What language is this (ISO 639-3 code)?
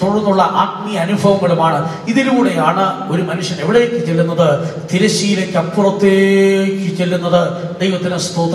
mal